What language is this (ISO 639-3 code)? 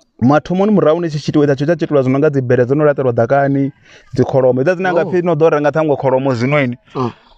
ven